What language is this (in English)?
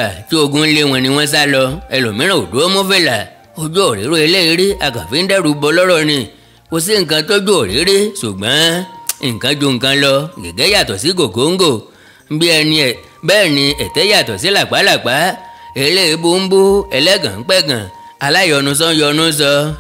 Yoruba